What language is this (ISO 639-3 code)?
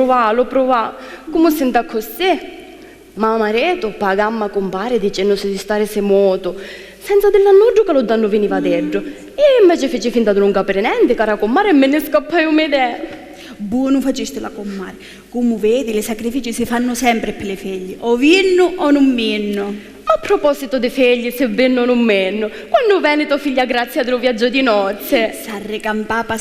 scn